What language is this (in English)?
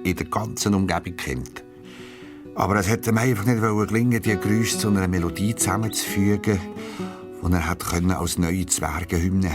Swiss German